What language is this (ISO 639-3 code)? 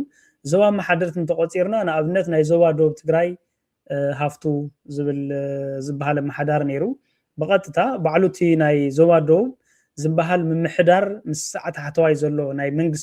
tir